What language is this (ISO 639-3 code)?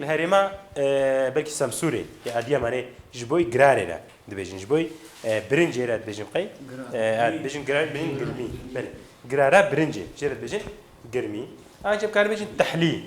kur